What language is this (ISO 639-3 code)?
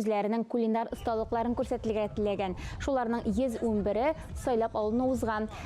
tat